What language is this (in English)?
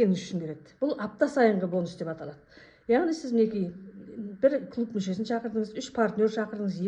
Kazakh